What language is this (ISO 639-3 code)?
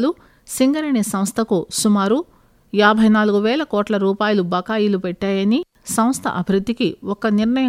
tel